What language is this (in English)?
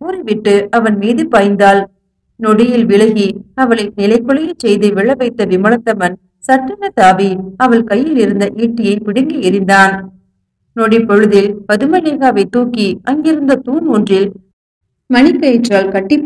Tamil